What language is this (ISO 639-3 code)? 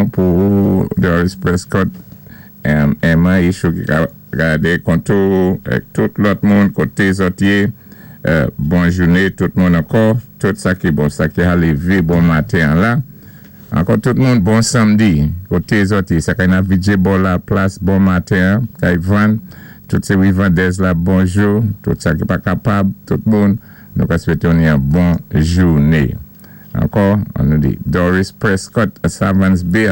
acf